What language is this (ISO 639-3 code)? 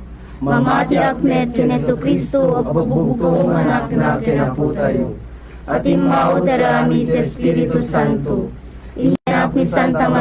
ilo